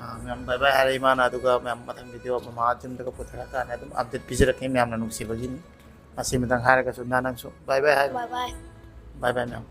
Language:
Manipuri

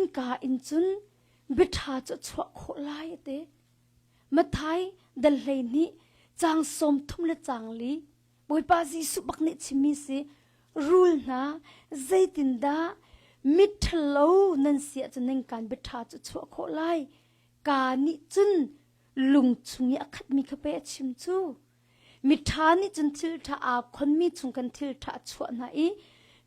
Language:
Hakha Chin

